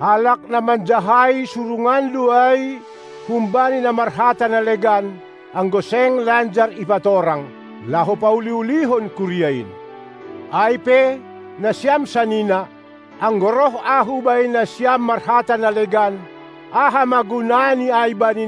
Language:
Batak Simalungun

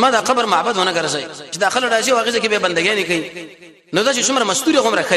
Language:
Pashto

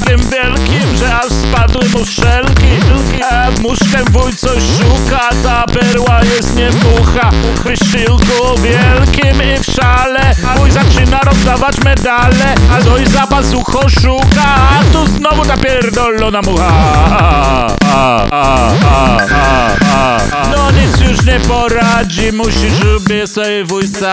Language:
Polish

